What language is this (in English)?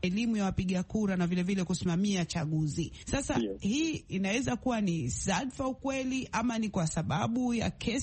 Swahili